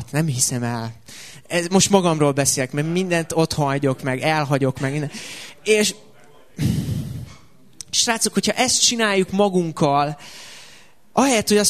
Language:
Hungarian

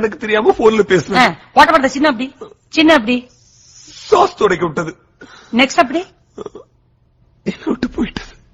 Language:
Tamil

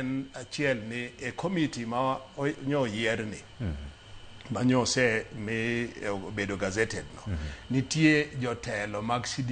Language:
Luo (Kenya and Tanzania)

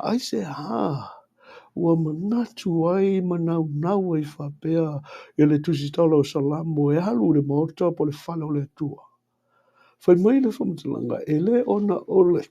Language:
Samoan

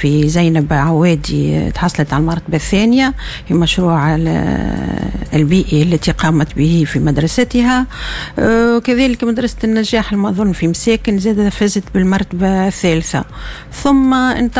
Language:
Tunisian Arabic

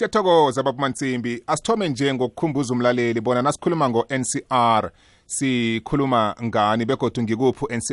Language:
South Ndebele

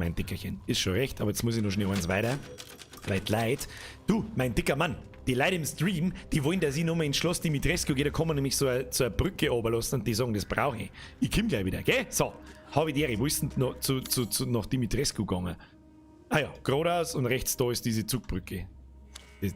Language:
Bavarian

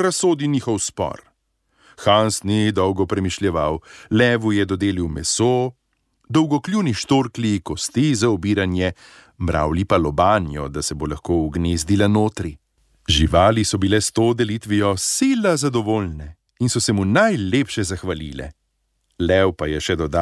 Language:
Slovenian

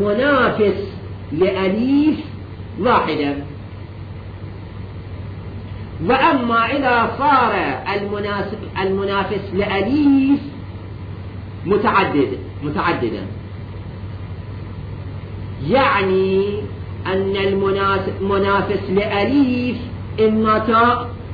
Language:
Arabic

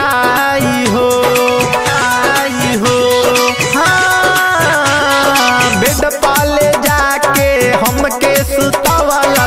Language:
Bhojpuri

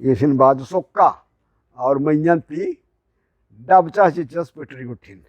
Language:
Kurukh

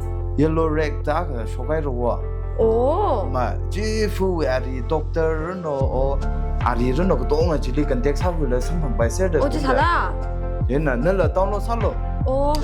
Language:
Tangkhul Naga (India)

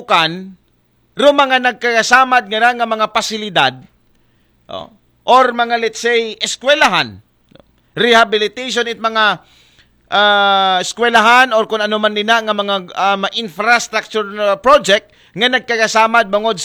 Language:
Aklanon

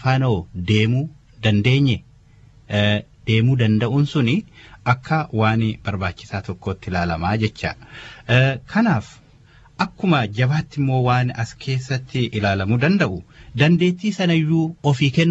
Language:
Oromo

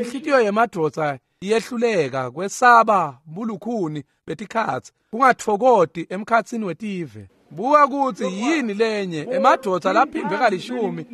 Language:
Swati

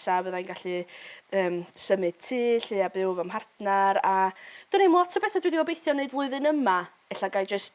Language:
Welsh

